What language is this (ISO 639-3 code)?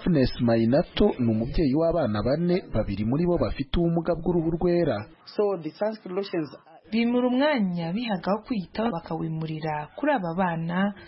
kin